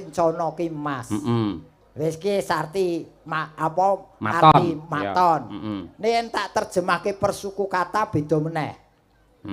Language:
Javanese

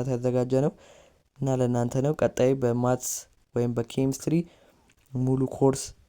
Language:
Amharic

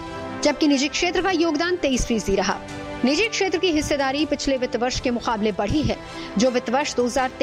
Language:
Hindi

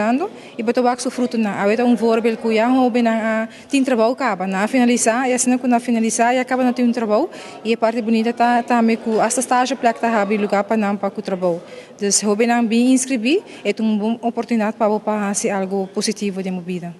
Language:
Papiamento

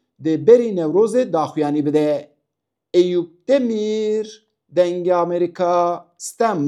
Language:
Kurdish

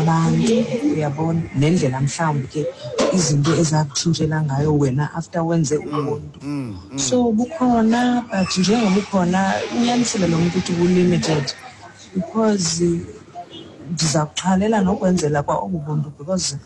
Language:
Xhosa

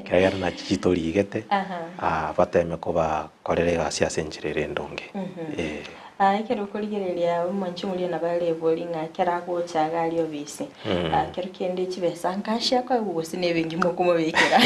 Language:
Gusii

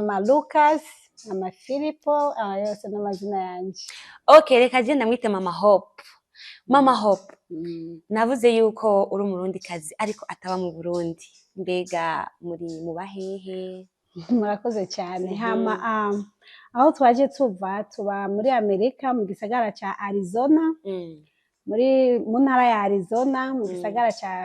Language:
Rundi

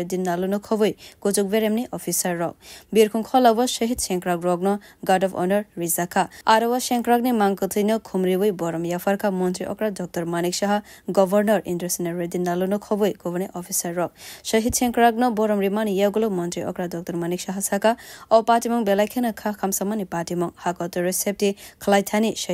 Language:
Kok Borok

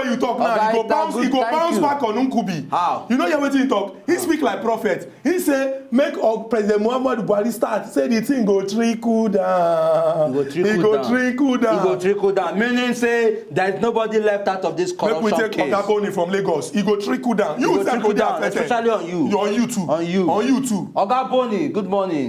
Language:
Nigerian Pidgin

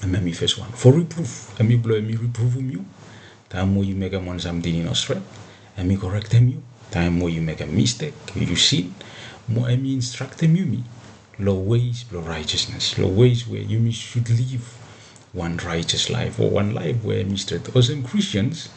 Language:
Bislama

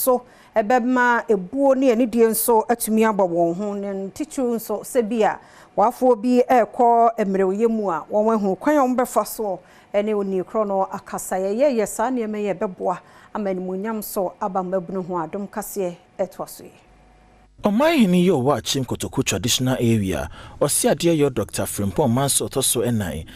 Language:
Akan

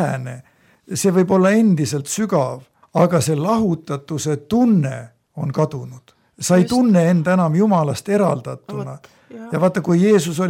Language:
Estonian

